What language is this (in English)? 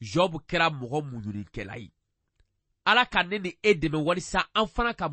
Bambara